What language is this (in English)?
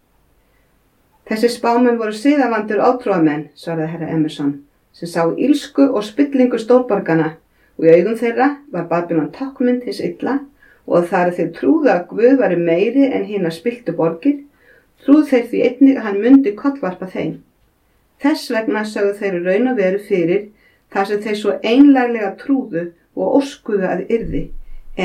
Icelandic